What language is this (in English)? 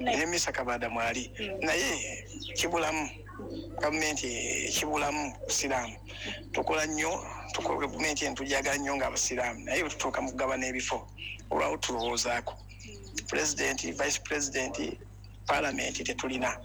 Ganda